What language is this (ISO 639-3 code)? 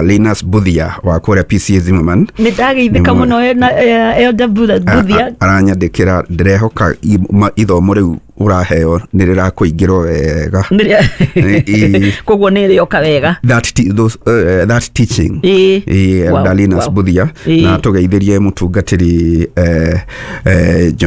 kik